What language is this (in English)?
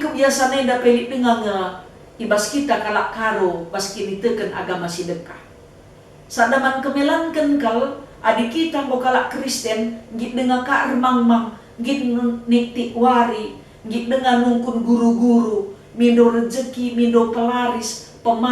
Batak Karo